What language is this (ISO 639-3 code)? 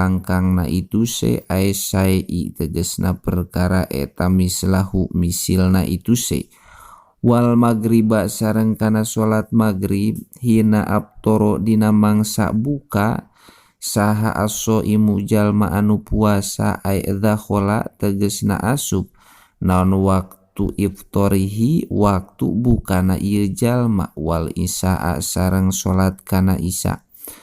sun